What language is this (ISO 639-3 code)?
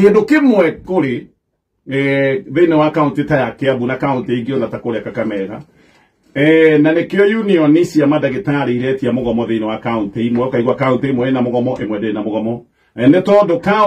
kik